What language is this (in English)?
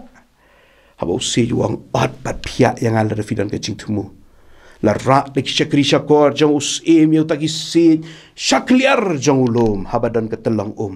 Khasi